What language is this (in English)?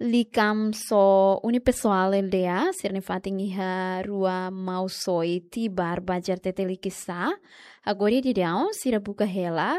Tetum